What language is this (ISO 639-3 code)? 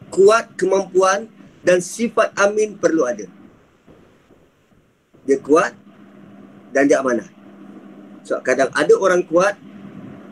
msa